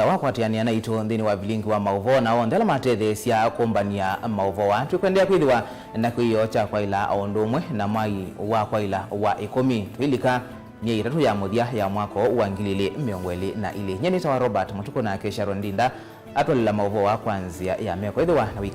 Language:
Kamba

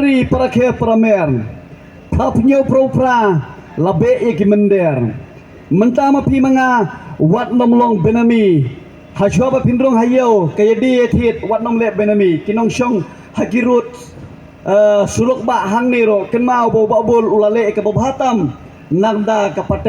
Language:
Khasi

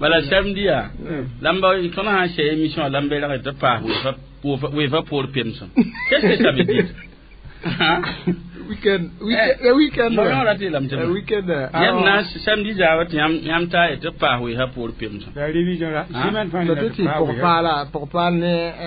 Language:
Mossi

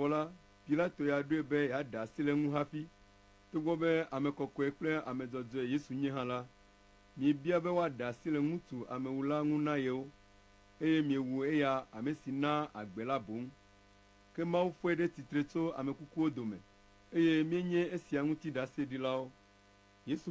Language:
Ewe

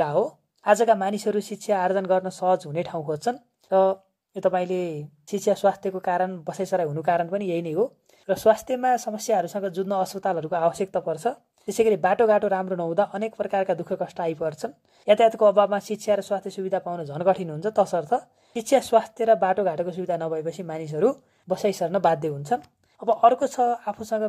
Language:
Nepali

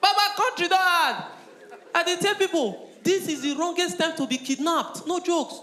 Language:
Nigerian Pidgin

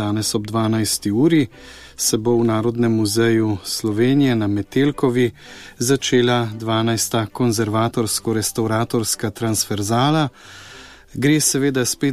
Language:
Slovenian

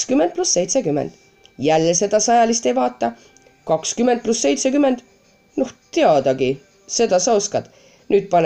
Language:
Estonian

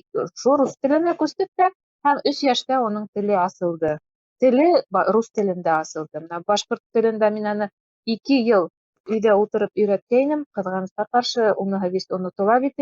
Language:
Bashkir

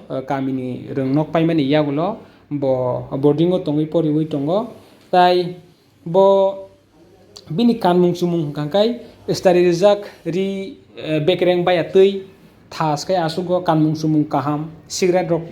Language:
Kok Borok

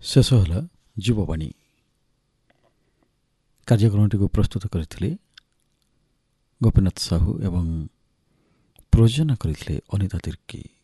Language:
Odia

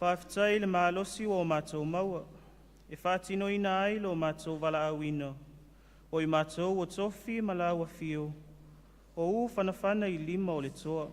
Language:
Samoan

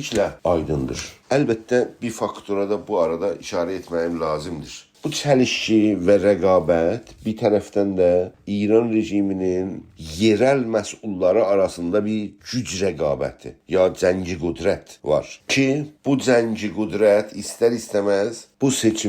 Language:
South Azerbaijani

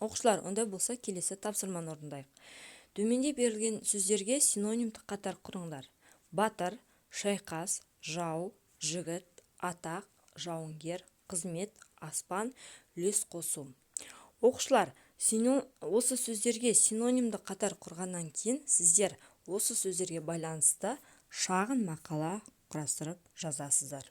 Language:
Kazakh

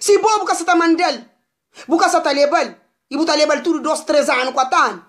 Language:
Kabuverdianu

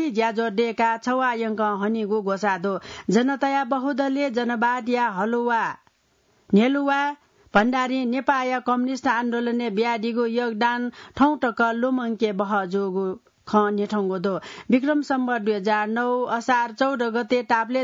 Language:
Newari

